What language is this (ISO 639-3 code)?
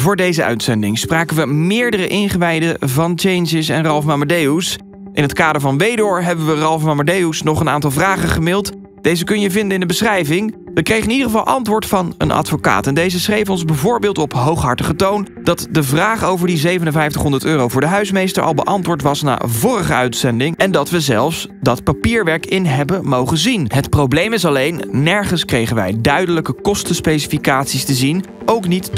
nld